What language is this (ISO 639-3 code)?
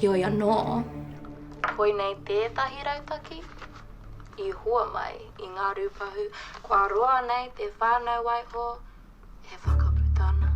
mri